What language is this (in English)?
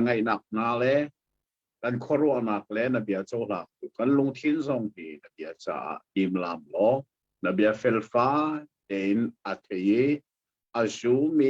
Hakha Chin